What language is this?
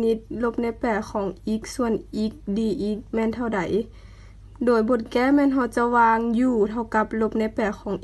Lao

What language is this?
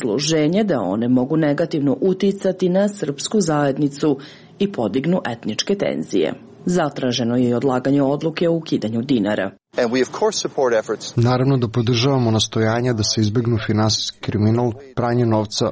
Serbian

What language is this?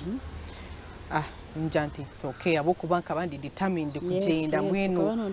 Nyankole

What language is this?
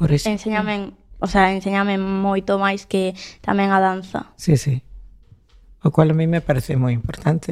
Galician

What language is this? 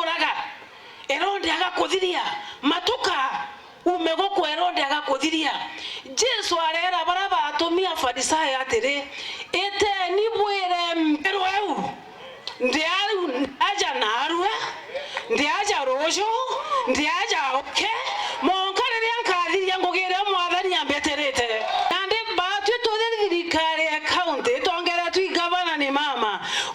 Meru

